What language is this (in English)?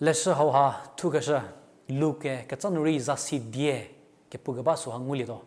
Angami Naga